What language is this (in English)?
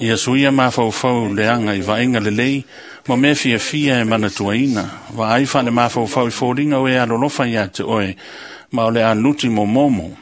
Samoan